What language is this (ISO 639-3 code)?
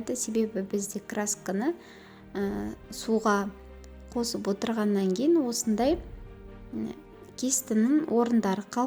kaz